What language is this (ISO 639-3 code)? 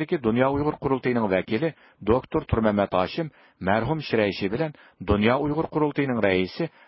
uig